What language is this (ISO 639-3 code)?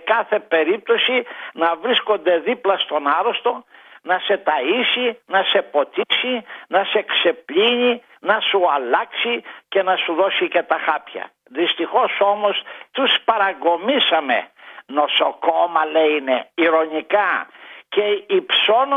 ell